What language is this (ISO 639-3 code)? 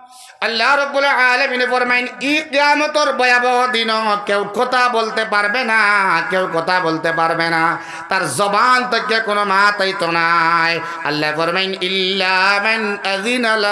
syl